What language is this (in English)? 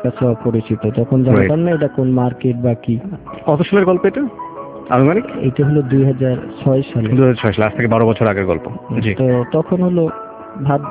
Bangla